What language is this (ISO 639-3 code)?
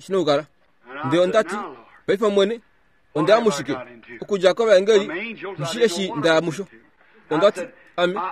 kua